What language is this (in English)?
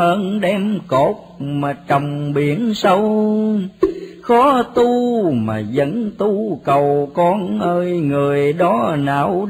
Vietnamese